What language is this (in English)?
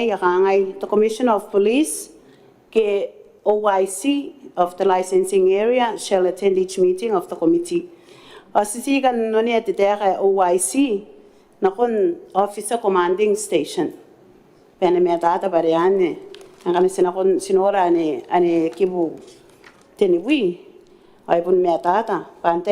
Gilbertese